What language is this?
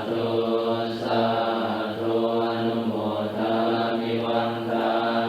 Pali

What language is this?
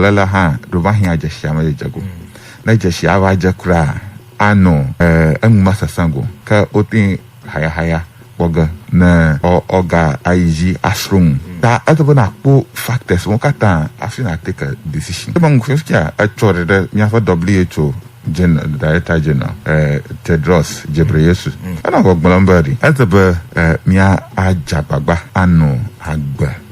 Ewe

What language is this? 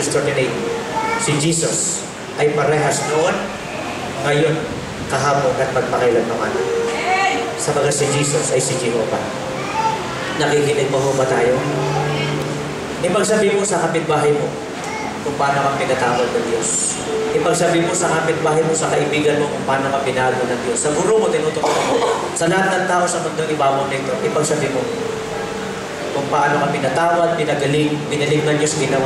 Filipino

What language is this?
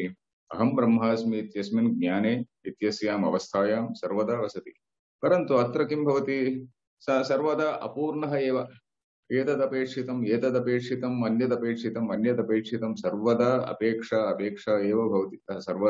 Sanskrit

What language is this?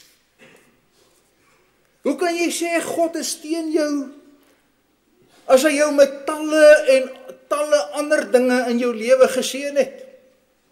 Afrikaans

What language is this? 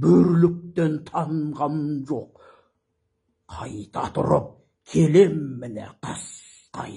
Kazakh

